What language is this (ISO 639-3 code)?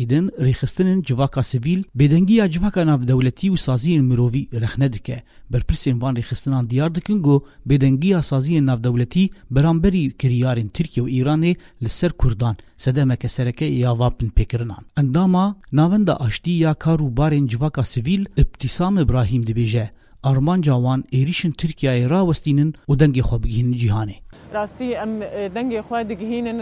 kur